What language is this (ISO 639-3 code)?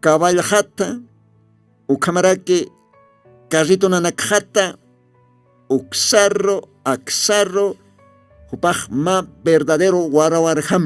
aym